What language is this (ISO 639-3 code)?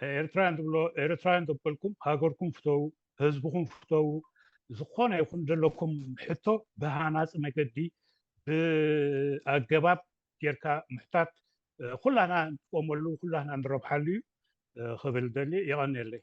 tir